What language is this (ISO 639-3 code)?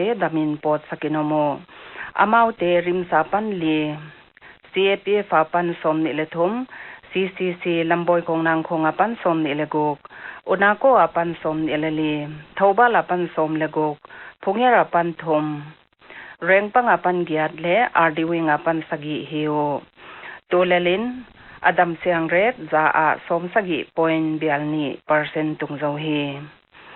pck